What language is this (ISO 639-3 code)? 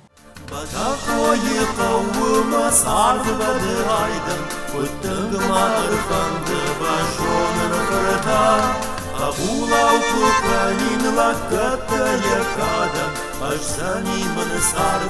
oss